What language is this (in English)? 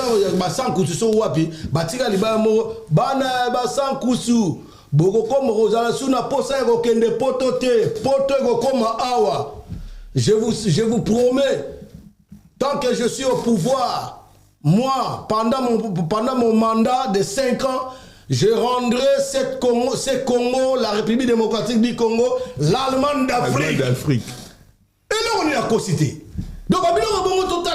Lingala